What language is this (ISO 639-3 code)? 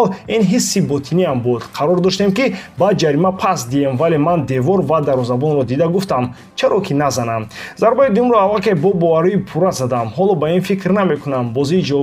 tgk